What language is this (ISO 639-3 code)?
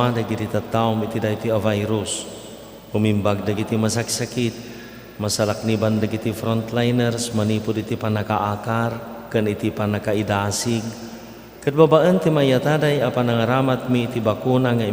ilo